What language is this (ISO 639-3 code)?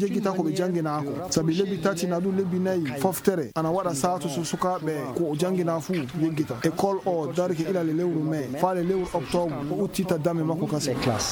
ful